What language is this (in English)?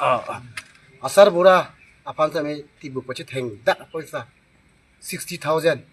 Karbi